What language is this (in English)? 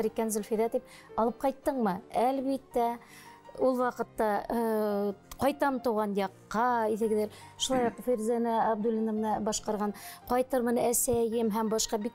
Bashkir